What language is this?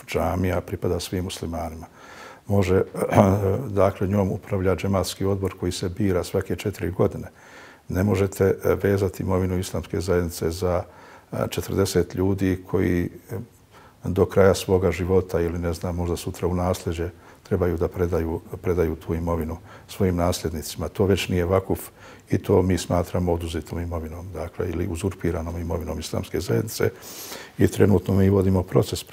Bosnian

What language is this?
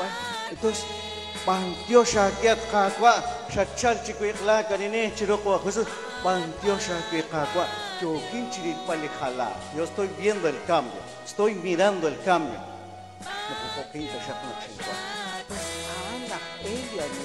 Kekchí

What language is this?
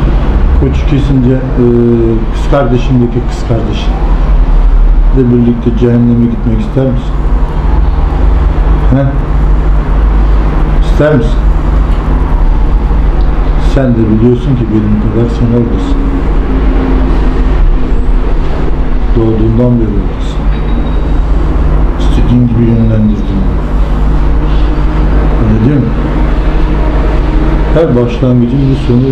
Turkish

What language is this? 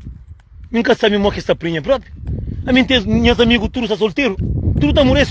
Kabuverdianu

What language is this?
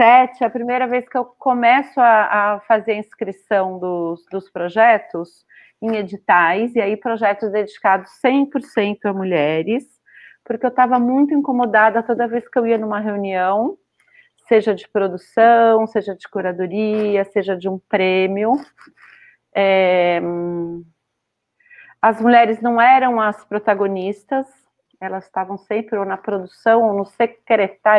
Portuguese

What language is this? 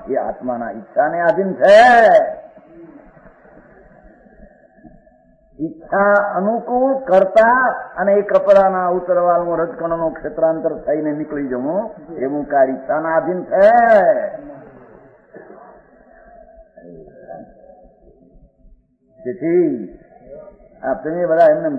Gujarati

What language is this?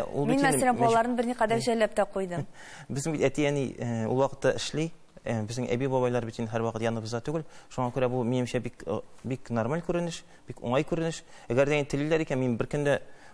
Tatar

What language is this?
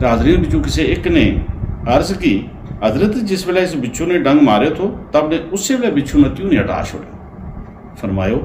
Gujari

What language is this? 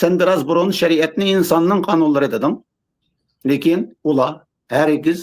Uyghur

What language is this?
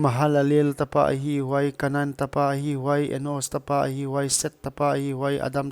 Paite Chin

